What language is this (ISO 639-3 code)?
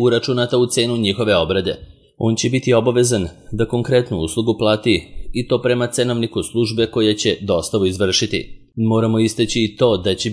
srp